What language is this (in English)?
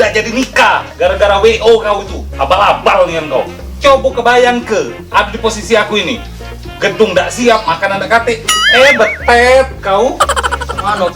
Musi